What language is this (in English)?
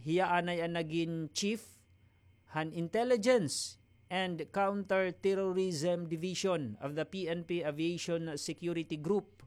Waray